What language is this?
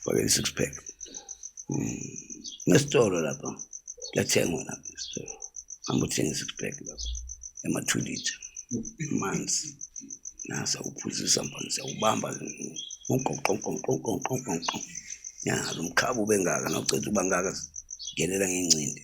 Zulu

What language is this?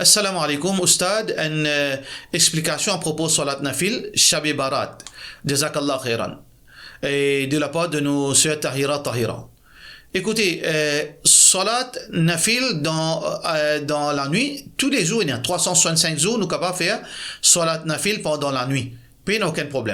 Morisyen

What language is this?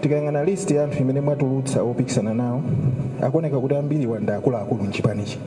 Nyanja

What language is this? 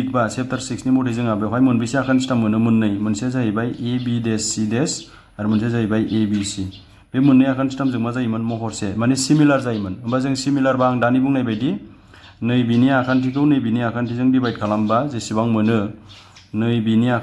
Bodo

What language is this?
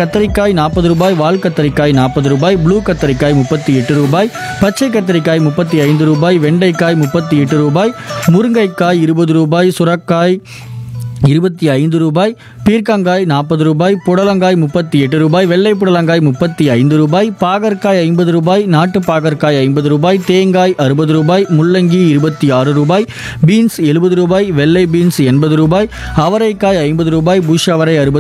Tamil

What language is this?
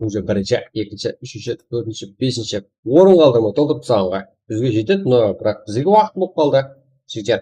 Kara-Kalpak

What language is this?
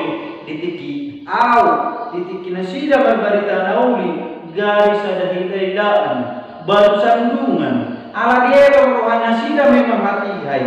Batak Toba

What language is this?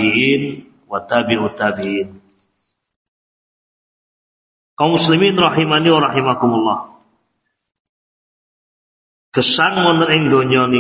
Javanese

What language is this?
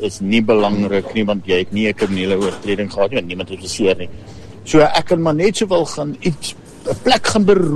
Afrikaans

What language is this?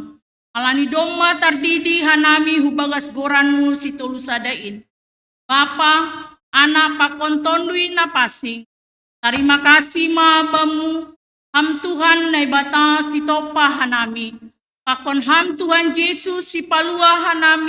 Batak Simalungun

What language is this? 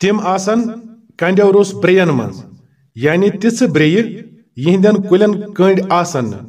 Kashmiri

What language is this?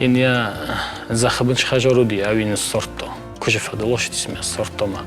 Ossetic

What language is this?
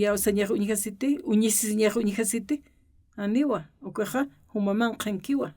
Aymara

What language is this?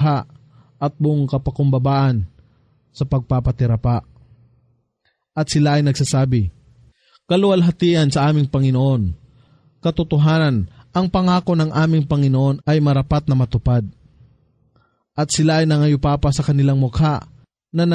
Filipino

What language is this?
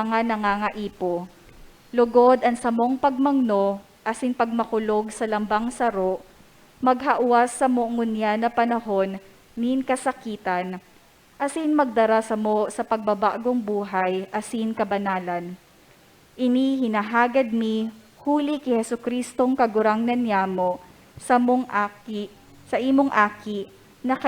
Bikol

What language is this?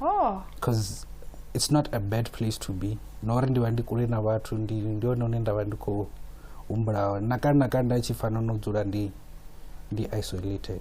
Venda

